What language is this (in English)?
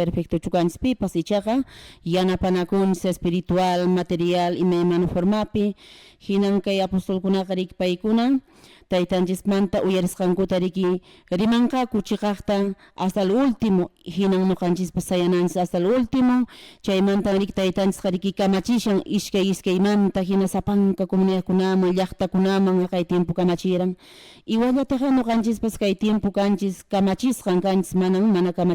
Quechua